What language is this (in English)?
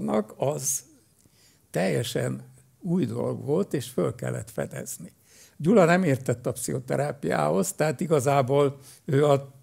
Hungarian